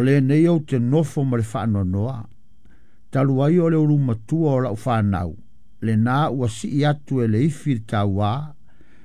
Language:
Samoan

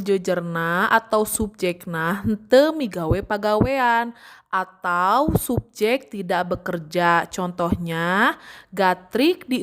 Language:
Sundanese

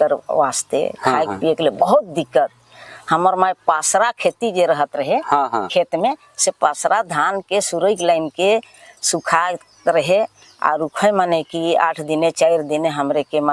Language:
Sadri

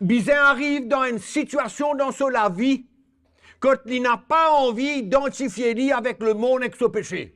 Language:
Morisyen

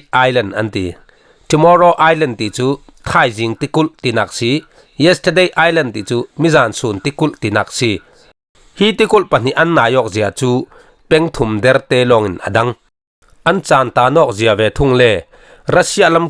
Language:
Falam Chin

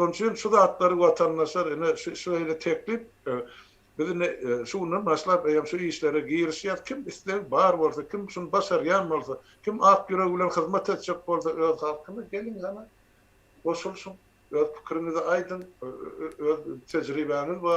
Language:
Turkmen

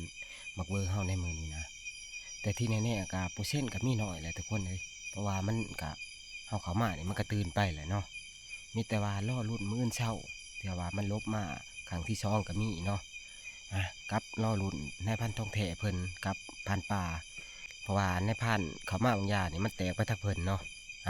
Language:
Northeastern Thai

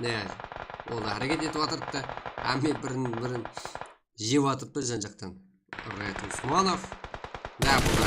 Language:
Kara-Kalpak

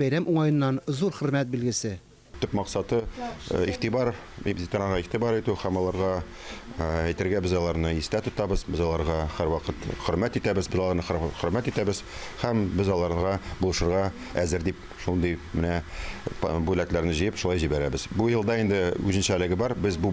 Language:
Tatar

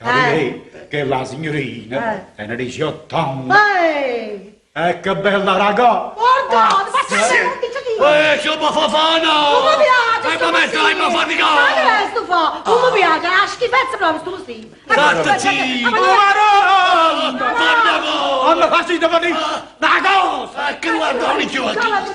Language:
Neapolitan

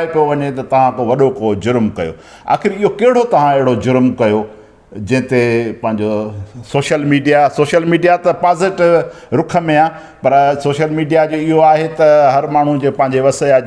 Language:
Sindhi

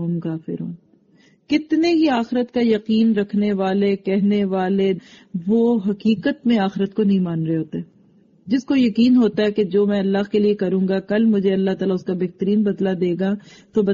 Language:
Urdu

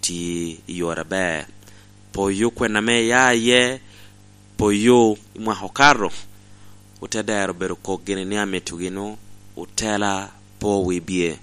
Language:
Lango (Uganda)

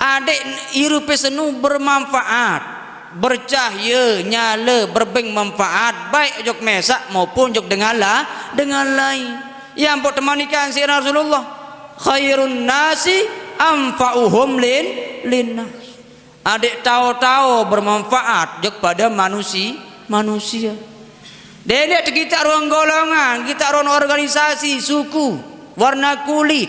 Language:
Sasak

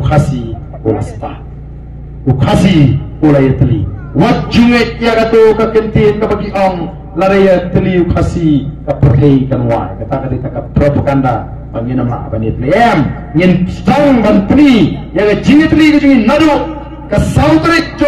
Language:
Khasi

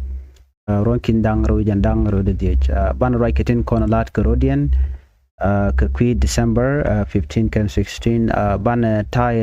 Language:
Nuer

